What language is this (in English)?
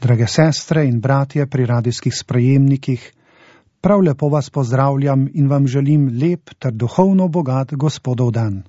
Slovenian